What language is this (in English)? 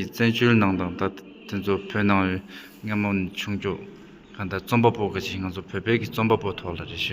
Tibetan